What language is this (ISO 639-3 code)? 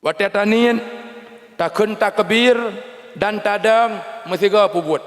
ace